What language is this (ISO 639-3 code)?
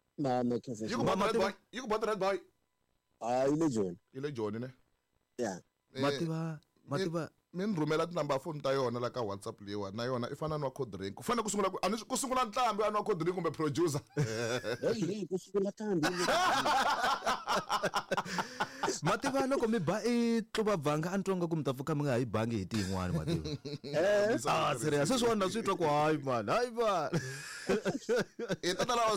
tso